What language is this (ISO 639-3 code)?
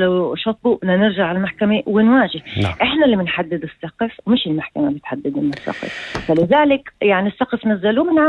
apc